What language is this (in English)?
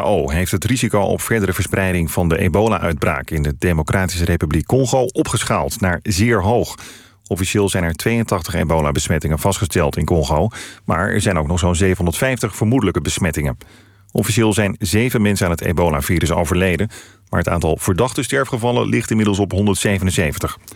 Dutch